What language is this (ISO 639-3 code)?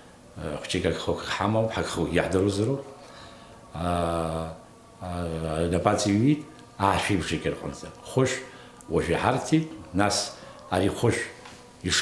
abk